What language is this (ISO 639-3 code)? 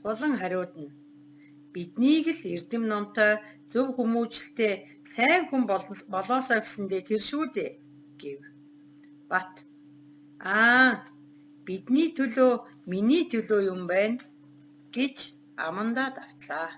mon